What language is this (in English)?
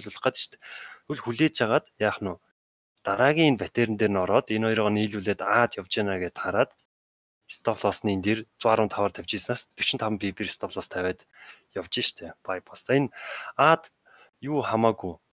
Mongolian